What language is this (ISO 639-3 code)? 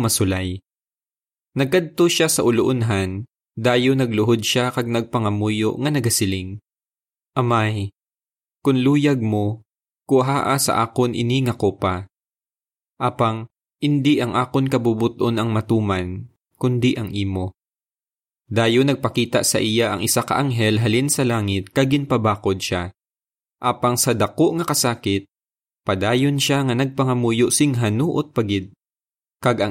hil